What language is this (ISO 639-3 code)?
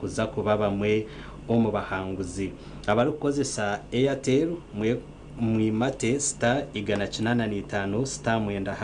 nyn